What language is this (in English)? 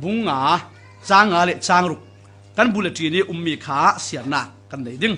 Falam Chin